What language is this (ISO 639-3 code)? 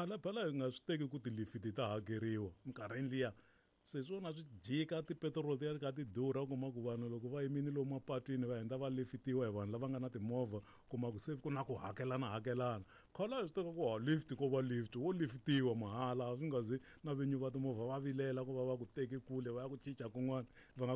tso